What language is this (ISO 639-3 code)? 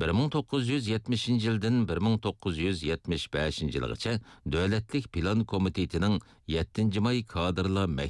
uig